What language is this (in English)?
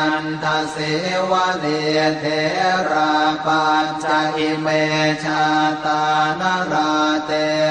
Pali